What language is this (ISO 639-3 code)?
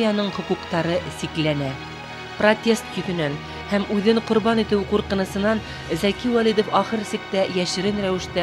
bak